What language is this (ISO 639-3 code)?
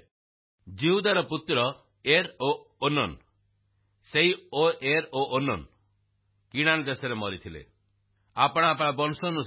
ori